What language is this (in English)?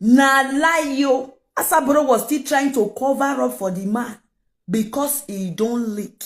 Nigerian Pidgin